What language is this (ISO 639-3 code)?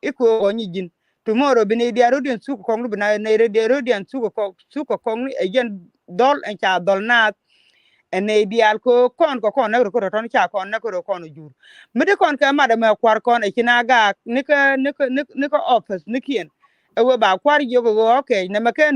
nus